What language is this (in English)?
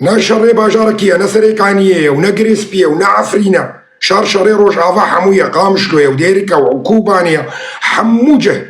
Kurdish